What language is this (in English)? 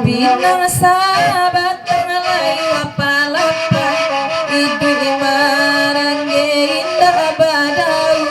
Minangkabau